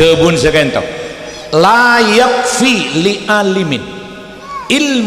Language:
Madurese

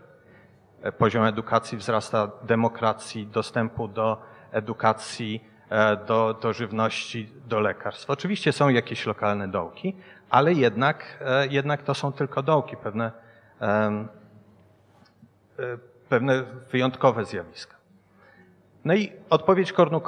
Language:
Polish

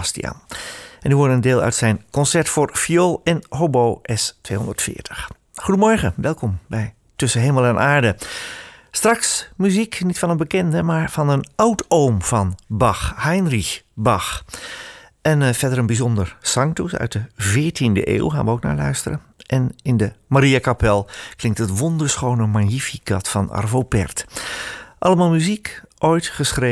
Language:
Dutch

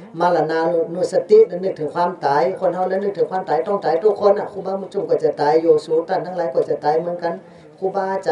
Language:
Shan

